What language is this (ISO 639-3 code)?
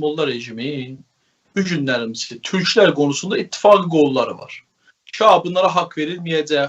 azb